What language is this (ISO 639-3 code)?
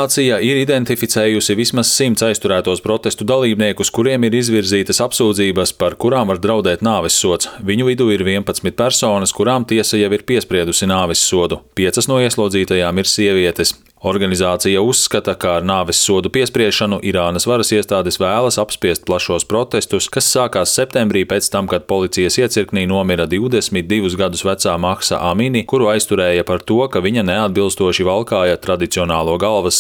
lav